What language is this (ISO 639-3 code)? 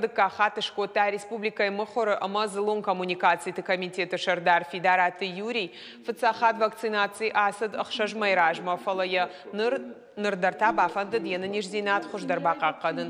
oss